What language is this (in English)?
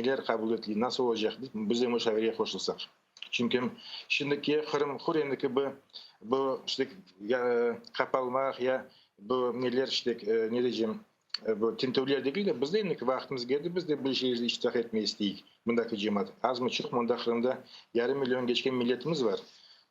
Crimean Tatar